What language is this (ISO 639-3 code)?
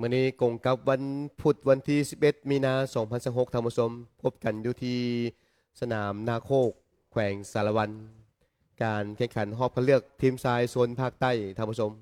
lao